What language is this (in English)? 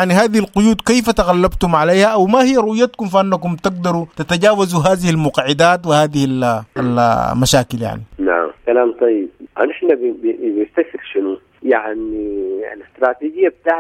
Sudanese Arabic